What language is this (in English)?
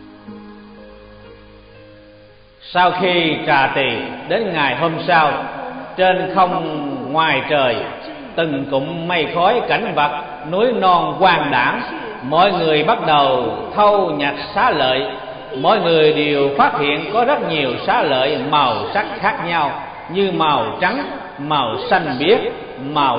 Vietnamese